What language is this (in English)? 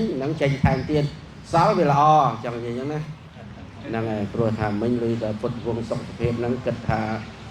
Khmer